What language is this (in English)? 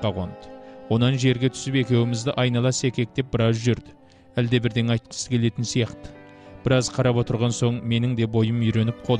Kazakh